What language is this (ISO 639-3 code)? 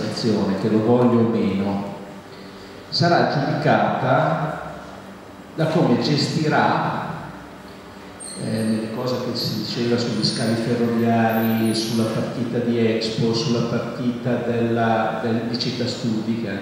ita